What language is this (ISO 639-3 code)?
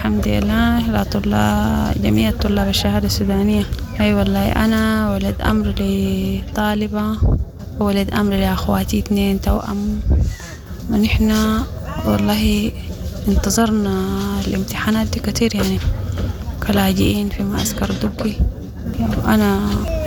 apd